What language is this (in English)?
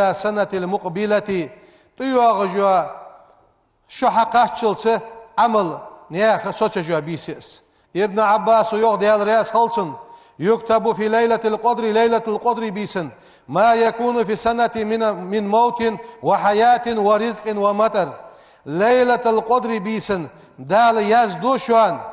Ingush